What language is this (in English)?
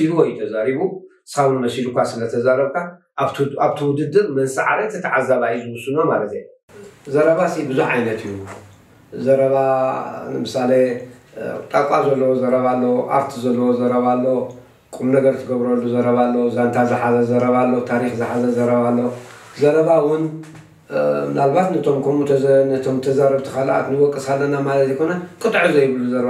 Tigrinya